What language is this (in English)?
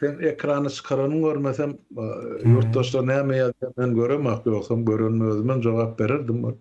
Turkmen